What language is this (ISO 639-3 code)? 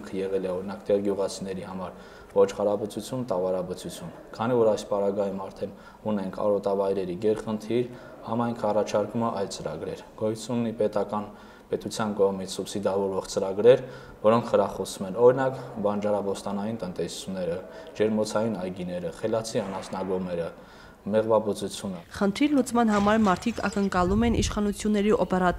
hye